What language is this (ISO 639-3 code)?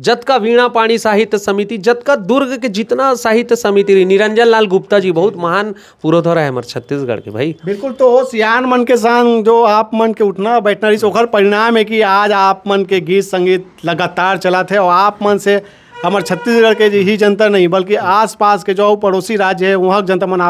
hne